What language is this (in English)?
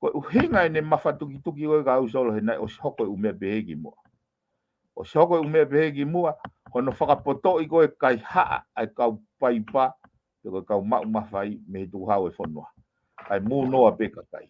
Tongan